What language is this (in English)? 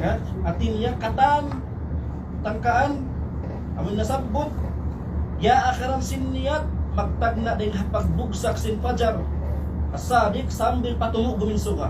Tausug